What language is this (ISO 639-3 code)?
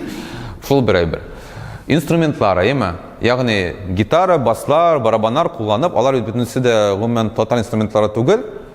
tat